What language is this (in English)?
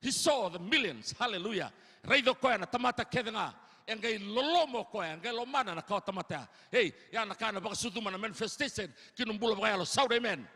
Fijian